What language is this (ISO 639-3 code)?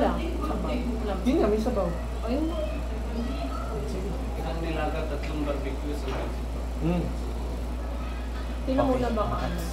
fil